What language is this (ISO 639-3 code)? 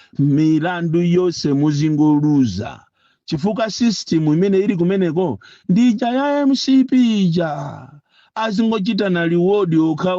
nya